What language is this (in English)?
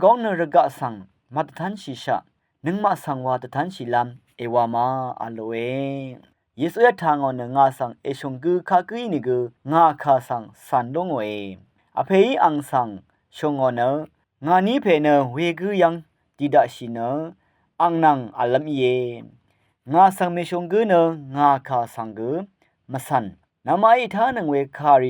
Rawang